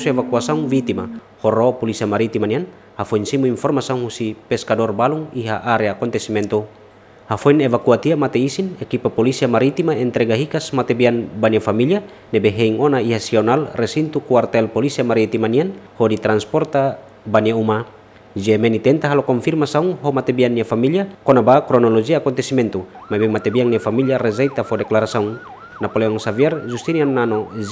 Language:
Tetum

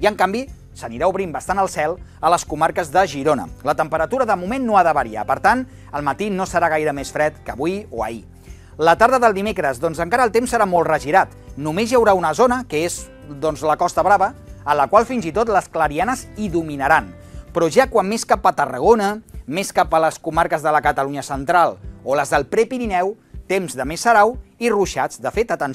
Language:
Catalan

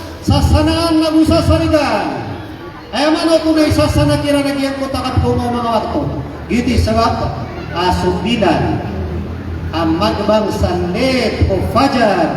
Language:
Maranao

